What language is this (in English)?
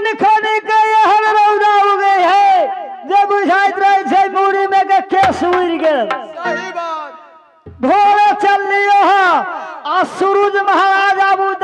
Maithili